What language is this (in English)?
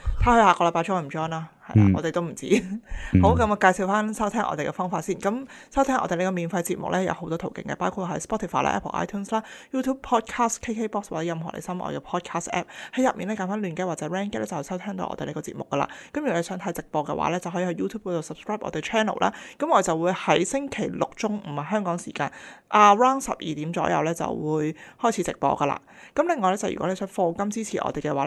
Cantonese